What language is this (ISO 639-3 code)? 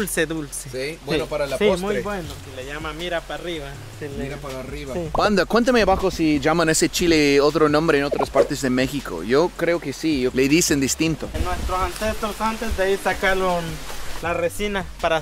spa